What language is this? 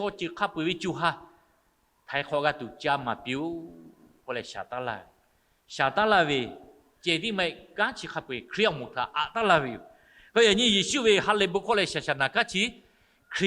Lahu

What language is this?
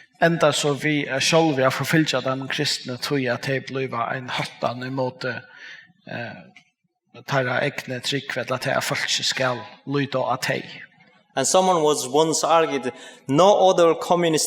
Faroese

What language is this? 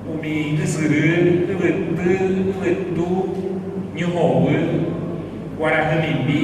Guarani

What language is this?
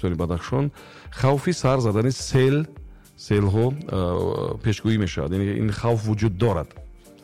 Tajik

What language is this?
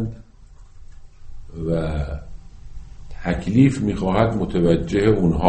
Persian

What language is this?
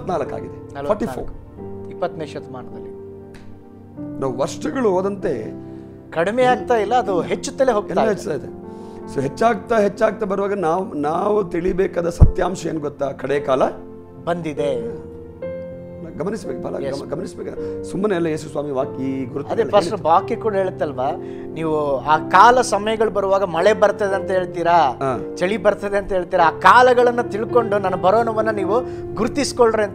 Kannada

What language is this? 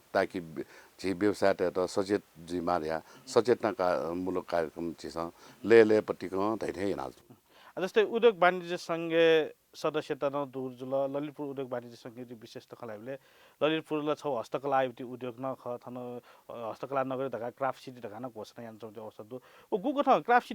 Newari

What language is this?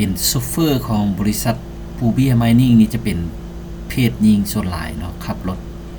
Lao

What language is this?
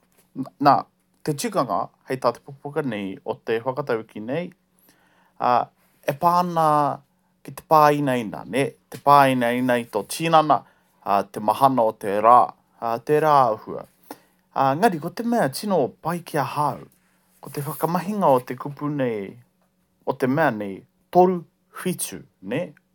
Māori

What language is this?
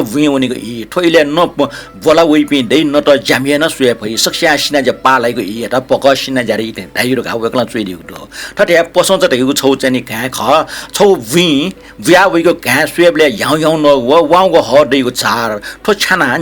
Newari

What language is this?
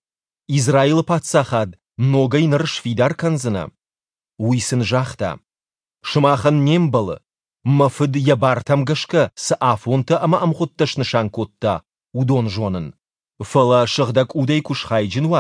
Ossetic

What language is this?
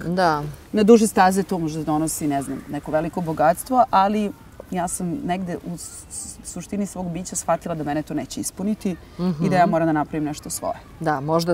Serbian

